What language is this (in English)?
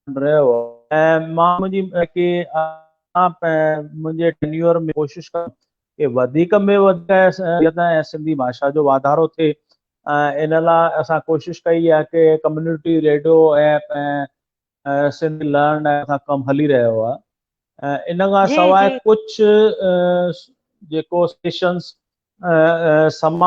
Sindhi